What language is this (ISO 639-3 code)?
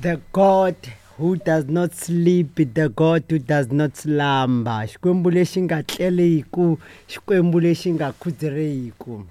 tso